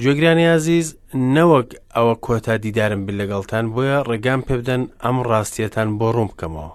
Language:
Central Kurdish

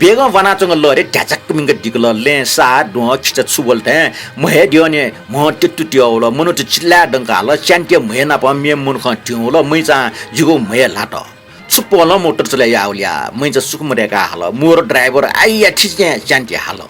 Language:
Newari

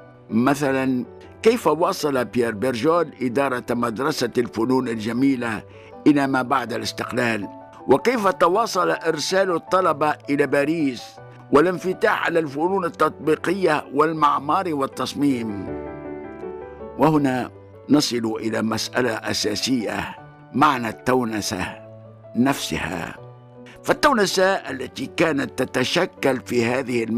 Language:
Tunisian Arabic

